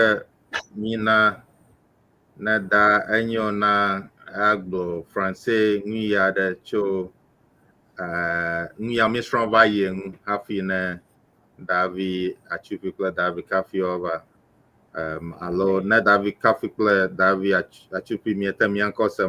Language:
Ewe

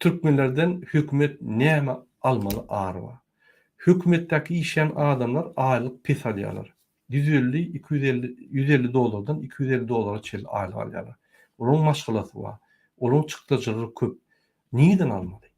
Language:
Turkmen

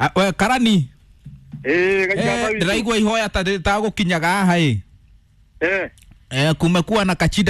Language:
Kikuyu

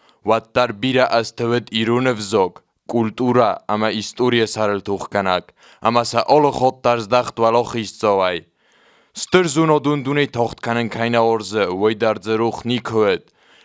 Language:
Ossetic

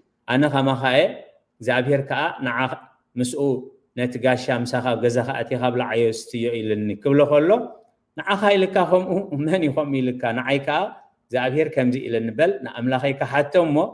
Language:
Tigrinya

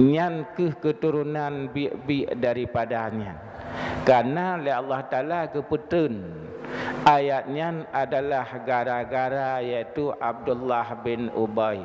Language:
Achinese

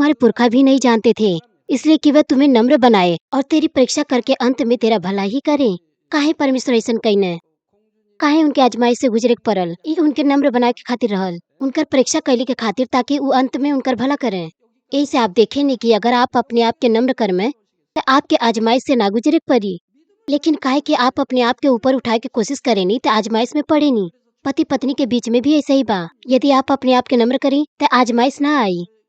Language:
Bhojpuri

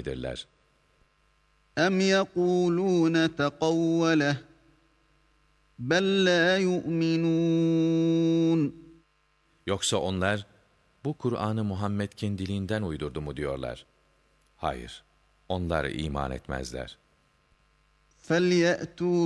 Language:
Turkish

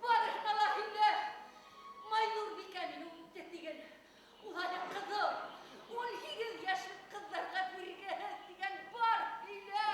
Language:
Bashkir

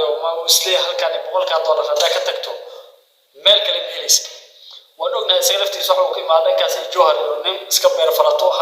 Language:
Somali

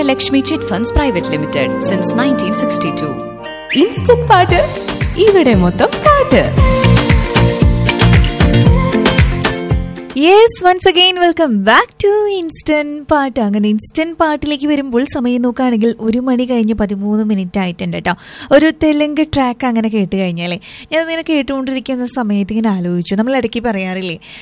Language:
Malayalam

